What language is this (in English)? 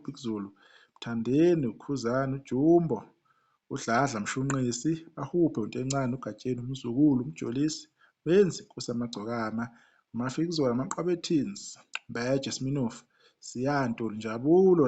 Zulu